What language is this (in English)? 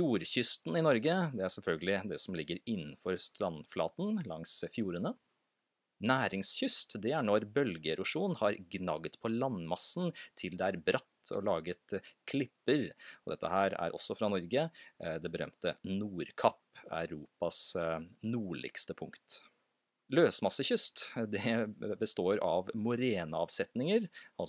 Norwegian